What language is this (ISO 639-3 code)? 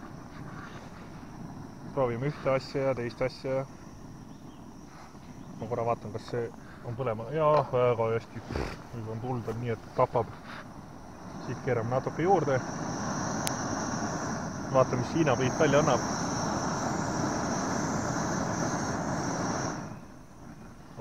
est